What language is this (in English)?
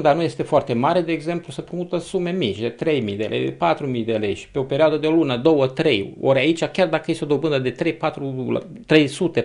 Romanian